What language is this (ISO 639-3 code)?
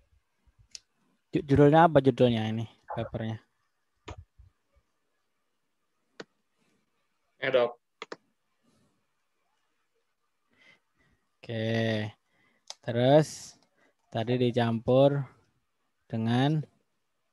ind